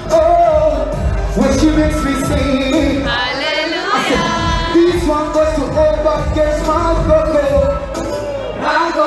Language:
Swahili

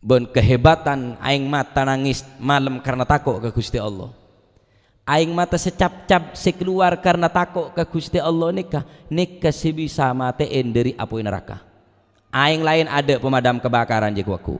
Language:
Madurese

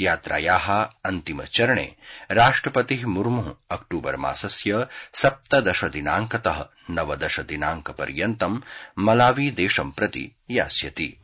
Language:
Sanskrit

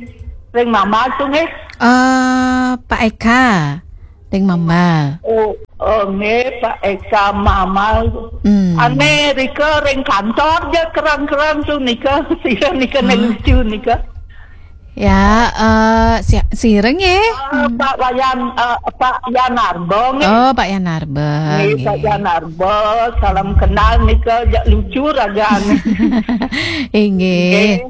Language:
Balinese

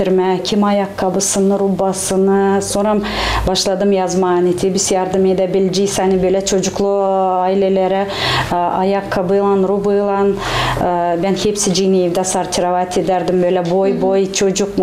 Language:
Gagauz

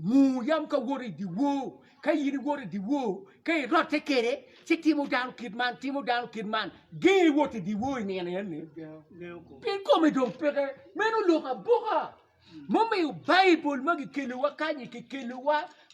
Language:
Acoli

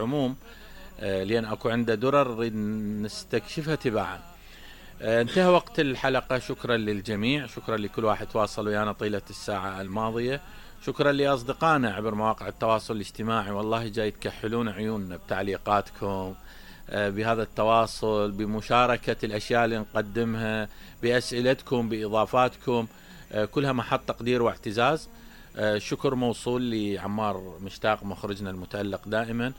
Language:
Mesopotamian Arabic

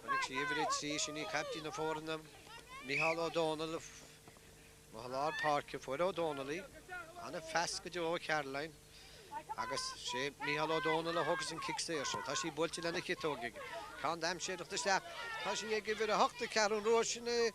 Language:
Irish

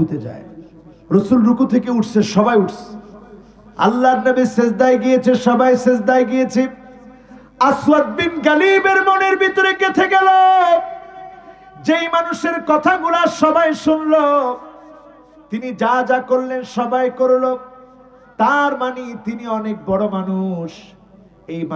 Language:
Bangla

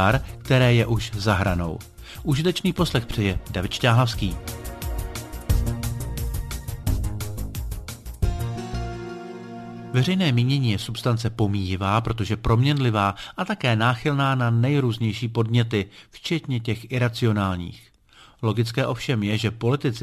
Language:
Czech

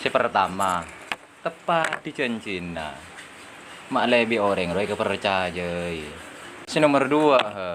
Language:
Madurese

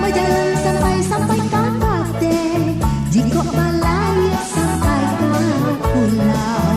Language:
Minangkabau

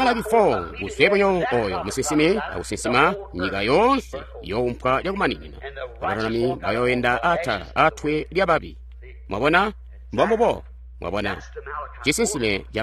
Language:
Tonga (Zambia)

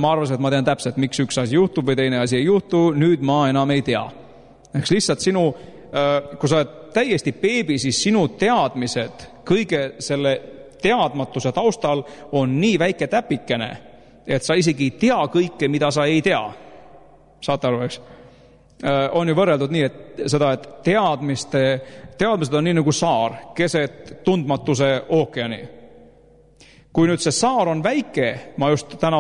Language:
Estonian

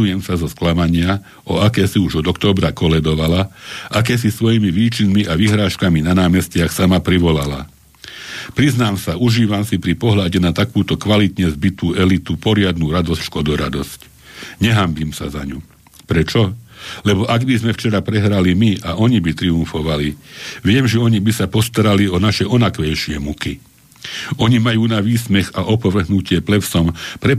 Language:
Slovak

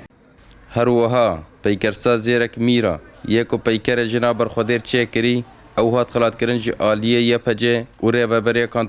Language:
Kurdish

